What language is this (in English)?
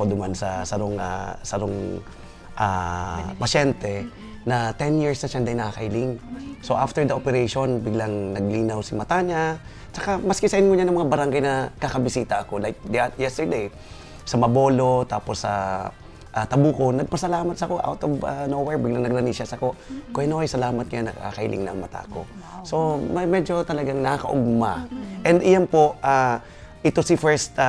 Bikol